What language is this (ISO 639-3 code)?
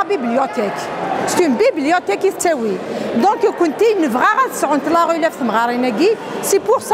kab